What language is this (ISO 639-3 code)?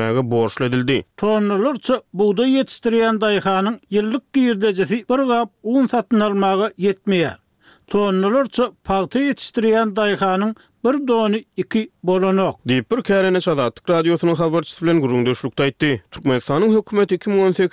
tuk